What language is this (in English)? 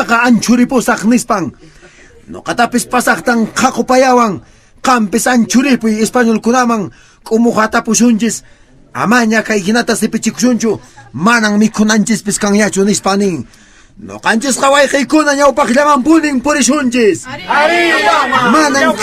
Quechua